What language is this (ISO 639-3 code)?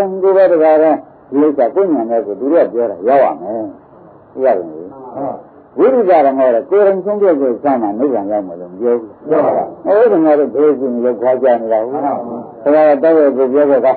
mya